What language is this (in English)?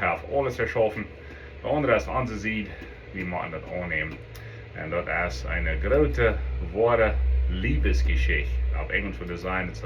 Plautdietsch